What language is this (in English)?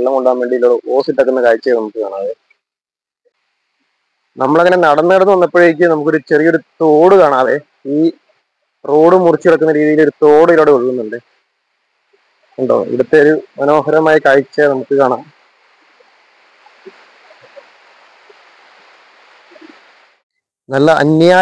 Malayalam